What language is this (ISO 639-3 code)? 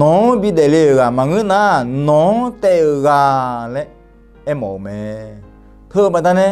ahk